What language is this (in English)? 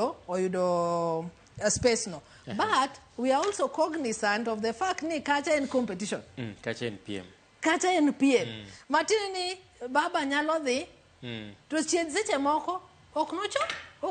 Luo (Kenya and Tanzania)